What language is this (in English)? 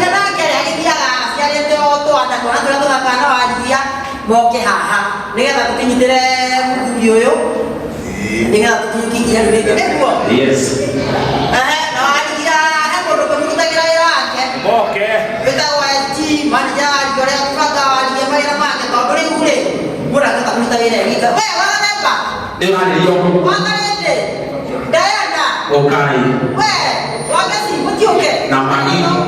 Kikuyu